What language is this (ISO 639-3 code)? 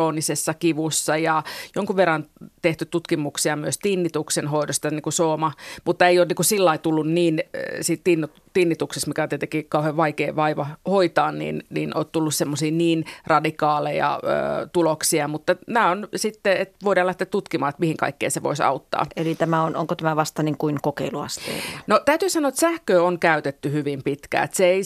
fin